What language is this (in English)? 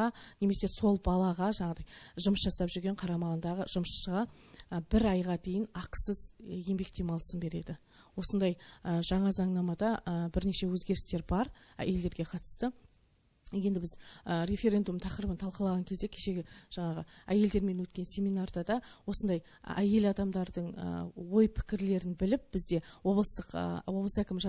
Kazakh